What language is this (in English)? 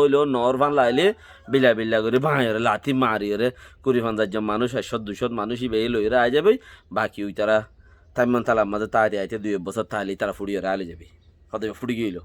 Rohingya